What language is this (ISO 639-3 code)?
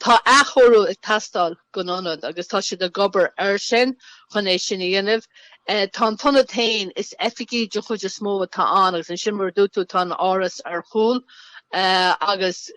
gle